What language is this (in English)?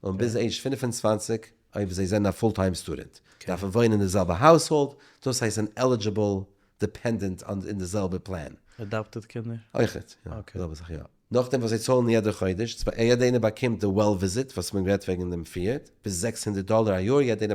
Yiddish